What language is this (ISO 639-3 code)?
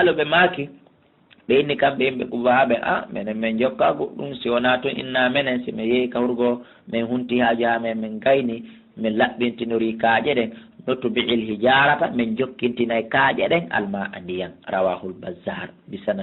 ful